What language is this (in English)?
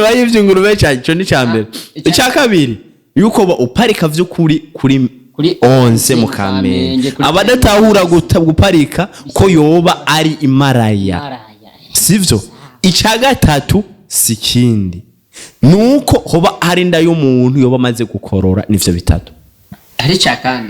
Rundi